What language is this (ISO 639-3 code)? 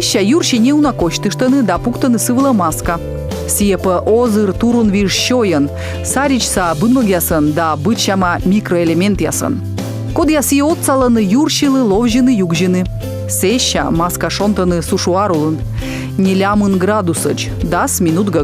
kom